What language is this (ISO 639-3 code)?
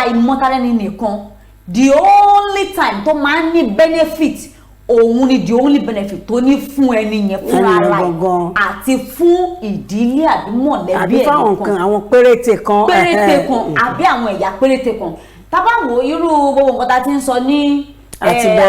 yor